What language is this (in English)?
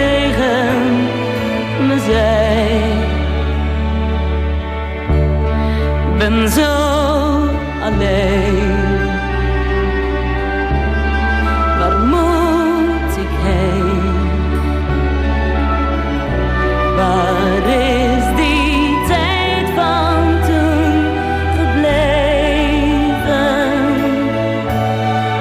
Dutch